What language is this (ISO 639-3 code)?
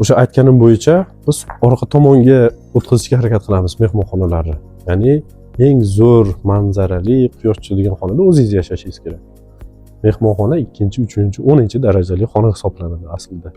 uzb